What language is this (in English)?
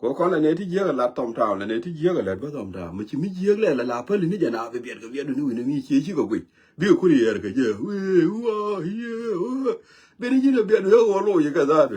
Nuer